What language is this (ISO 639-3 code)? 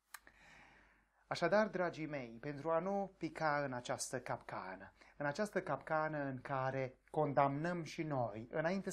ron